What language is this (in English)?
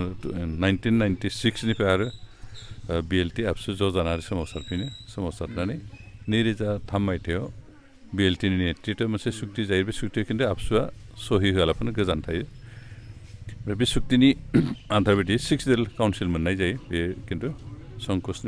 Bodo